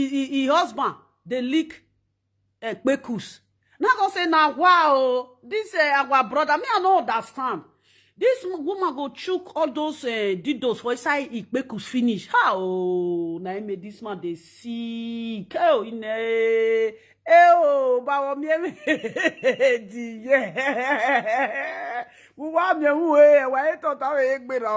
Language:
Nigerian Pidgin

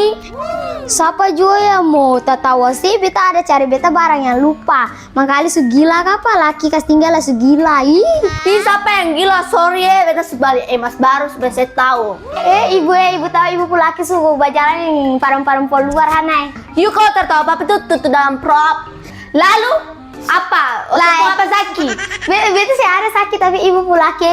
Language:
Ambonese Malay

